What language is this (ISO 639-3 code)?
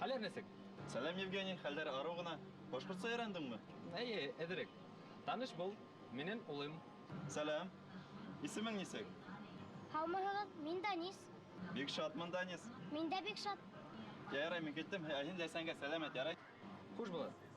bak